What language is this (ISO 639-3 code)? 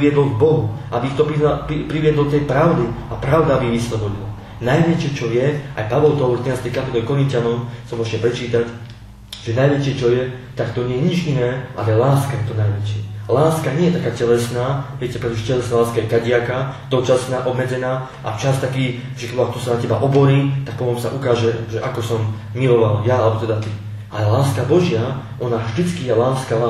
slk